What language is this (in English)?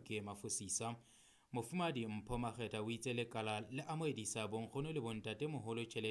Southern Sotho